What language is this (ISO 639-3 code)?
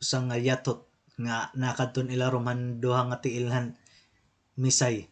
war